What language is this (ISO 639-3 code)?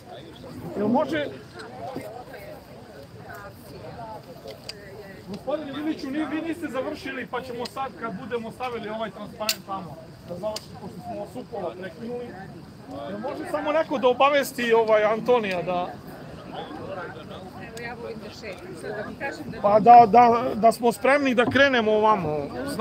srp